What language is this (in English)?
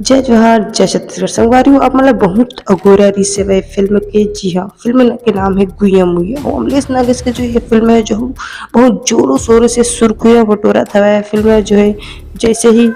Chhattisgarhi